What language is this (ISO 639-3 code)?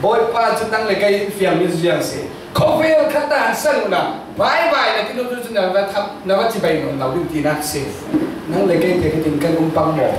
cfm